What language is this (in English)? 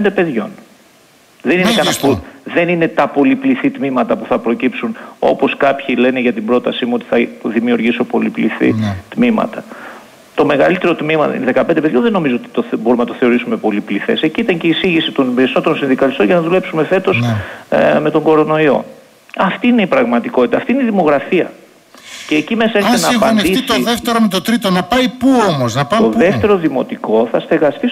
Greek